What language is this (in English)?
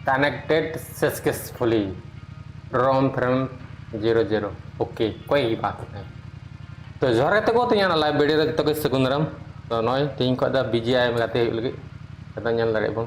Santali